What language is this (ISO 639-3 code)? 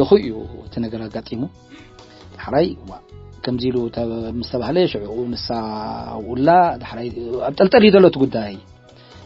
tir